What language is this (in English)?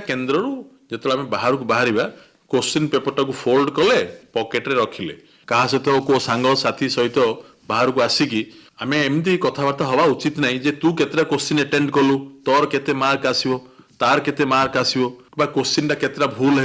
Odia